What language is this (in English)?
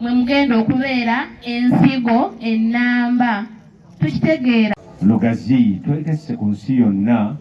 Ganda